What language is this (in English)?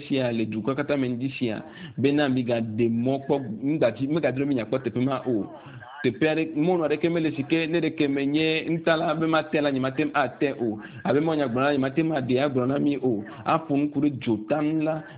Ewe